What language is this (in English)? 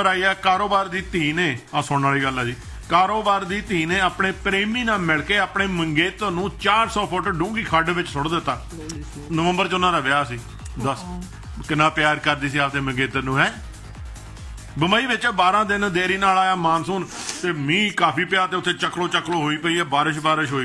Punjabi